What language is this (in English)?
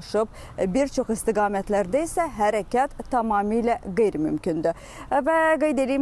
Azerbaijani